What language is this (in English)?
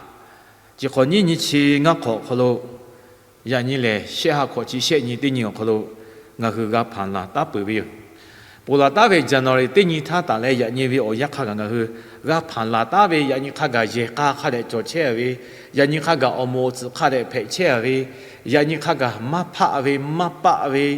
Lahu